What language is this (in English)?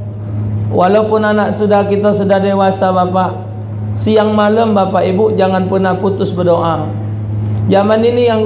Musi